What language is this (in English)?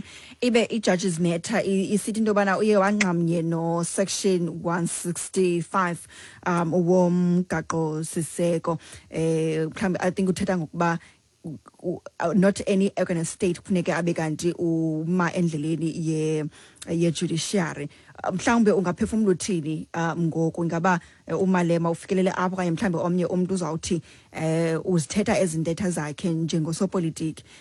Xhosa